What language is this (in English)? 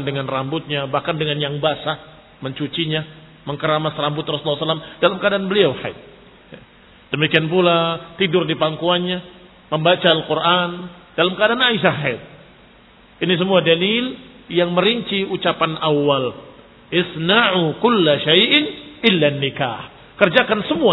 Indonesian